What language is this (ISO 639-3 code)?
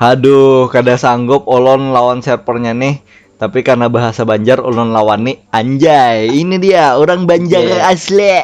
bjn